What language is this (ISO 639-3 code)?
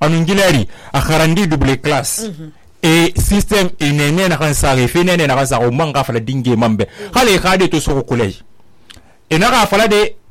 sus